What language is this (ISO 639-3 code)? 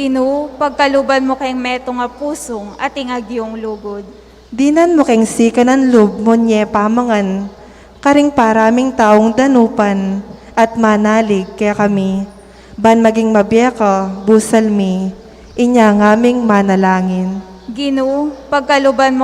pam